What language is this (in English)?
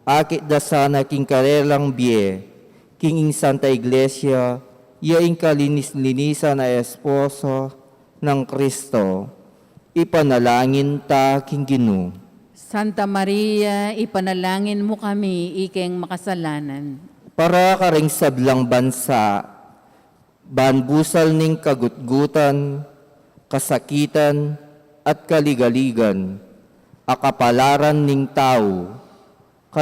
Pampanga